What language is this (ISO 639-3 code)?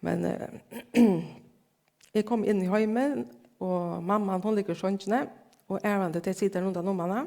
fao